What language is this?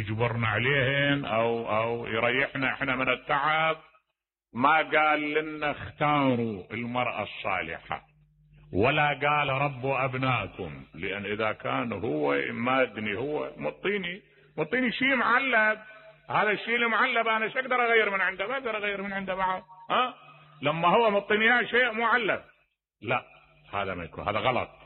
Mesopotamian Arabic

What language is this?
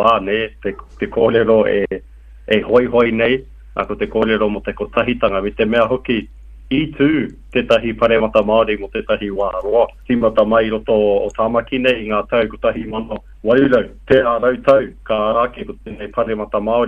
Māori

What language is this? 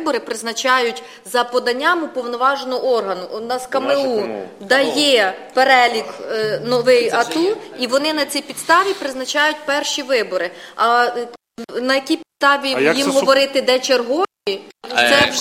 Ukrainian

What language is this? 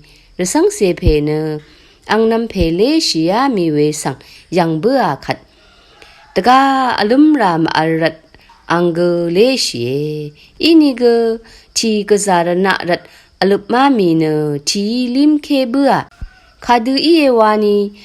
Rawang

